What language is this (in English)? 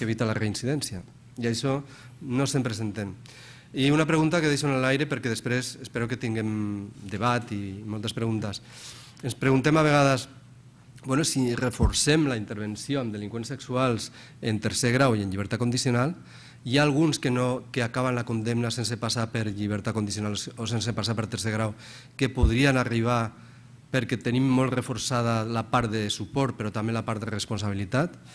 Catalan